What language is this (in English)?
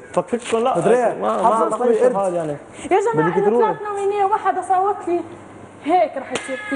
Egyptian Arabic